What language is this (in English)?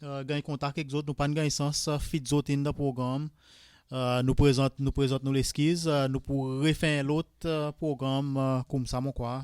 Seselwa Creole French